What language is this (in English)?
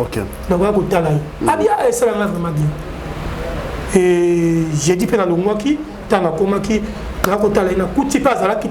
Lingala